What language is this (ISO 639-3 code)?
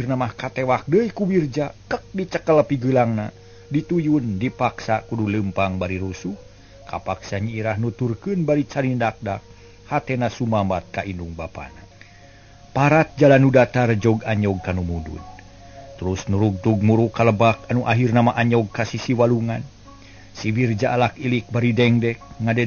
sun